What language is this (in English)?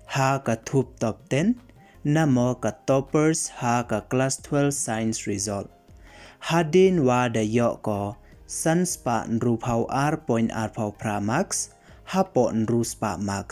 Pnar